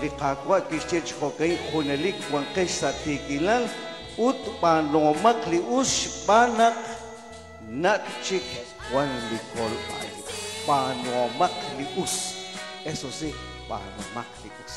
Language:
Kekchí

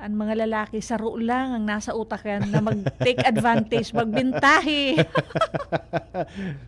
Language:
Bikol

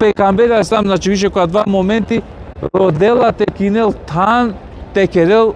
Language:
Balkan Romani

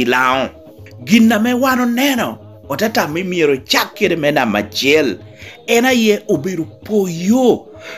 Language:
Lango (Uganda)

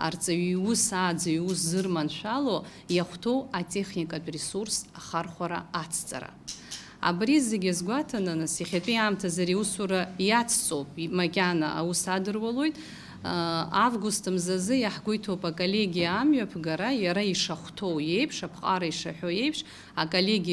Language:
Abkhazian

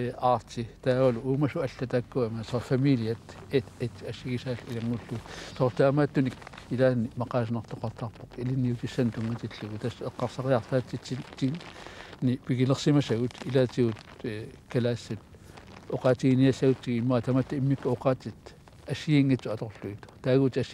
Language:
Kalaallisut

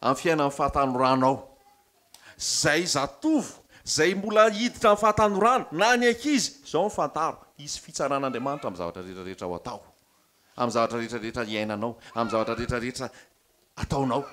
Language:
Malagasy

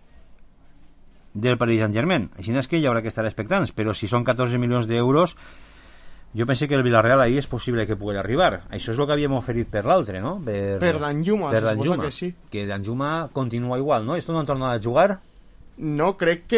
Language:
Catalan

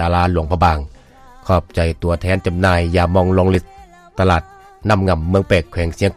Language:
Lao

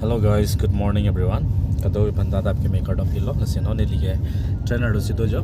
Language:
Karbi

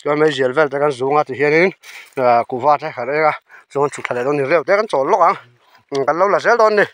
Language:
Mizo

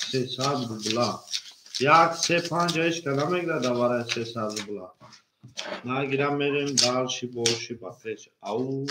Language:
Tajik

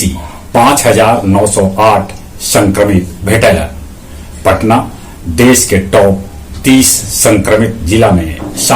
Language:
Magahi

